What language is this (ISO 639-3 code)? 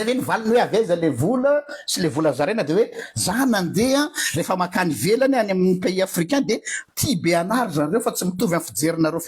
mlg